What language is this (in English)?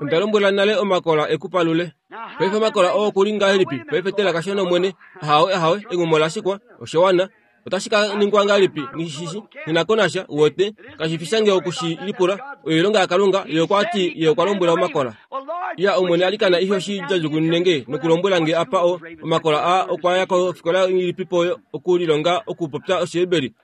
Kuanyama